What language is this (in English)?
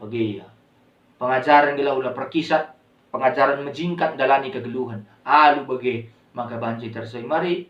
Batak Karo